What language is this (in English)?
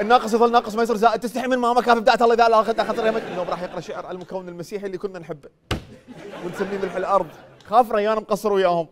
Mesopotamian Arabic